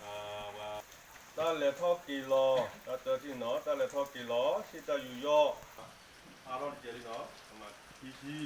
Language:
S'gaw Karen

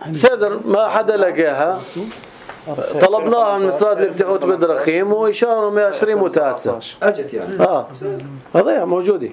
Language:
North Levantine Arabic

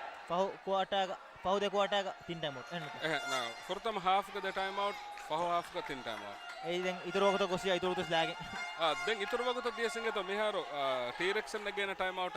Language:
Divehi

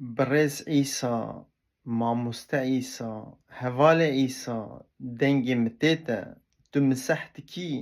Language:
Kurdish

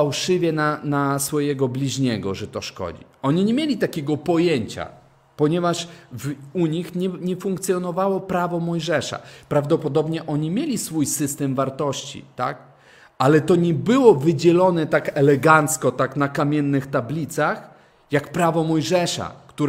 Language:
Polish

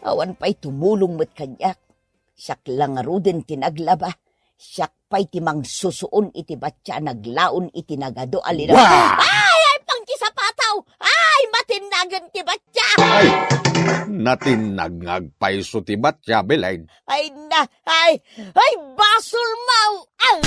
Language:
Iloko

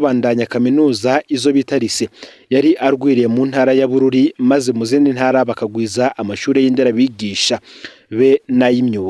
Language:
Rundi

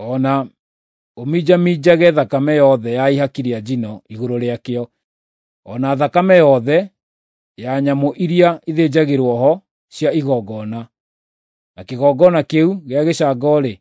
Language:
Kikuyu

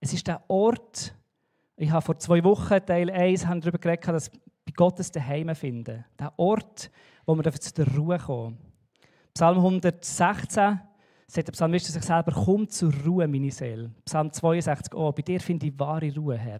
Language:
Swiss German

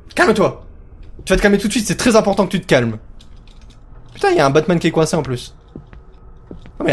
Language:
French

